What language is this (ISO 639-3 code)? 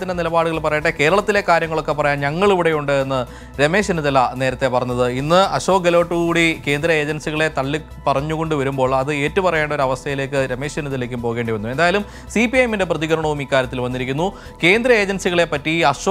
mal